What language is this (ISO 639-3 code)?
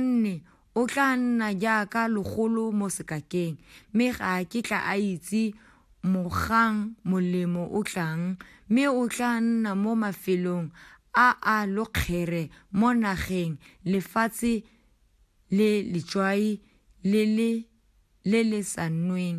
tsn